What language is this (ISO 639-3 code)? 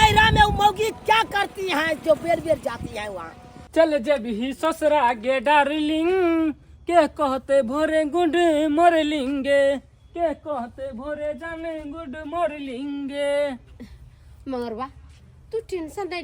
mai